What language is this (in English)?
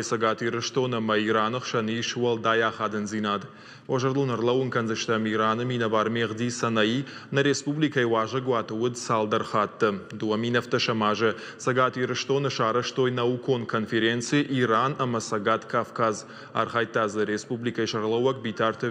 Ossetic